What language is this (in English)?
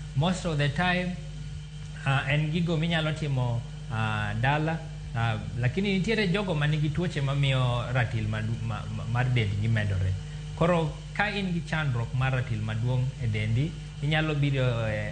Luo (Kenya and Tanzania)